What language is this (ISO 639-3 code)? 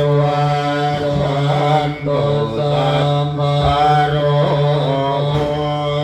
pli